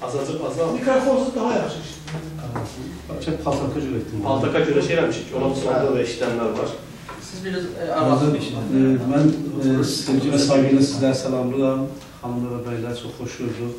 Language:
South Azerbaijani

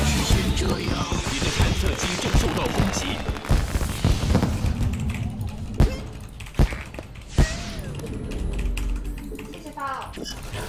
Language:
Chinese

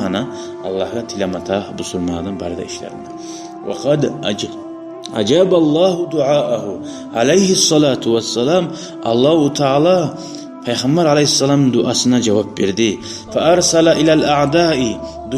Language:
Kumyk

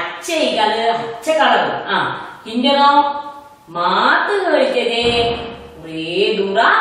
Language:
Malayalam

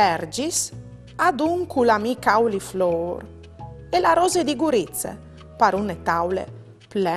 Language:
Friulian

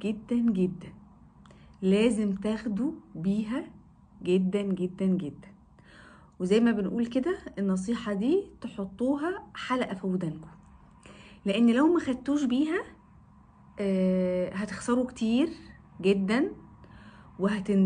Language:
Egyptian Arabic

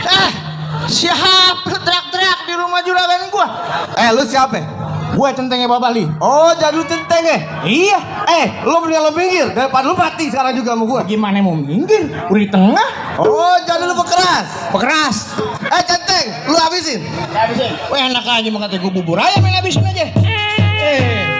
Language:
Betawi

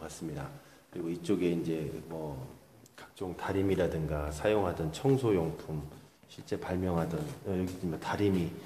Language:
Korean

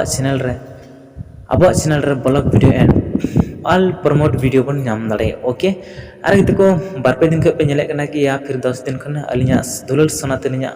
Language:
Santali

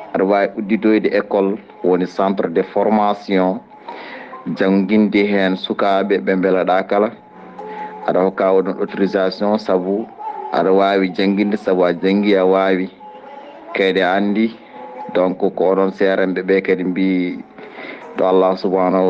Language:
Fula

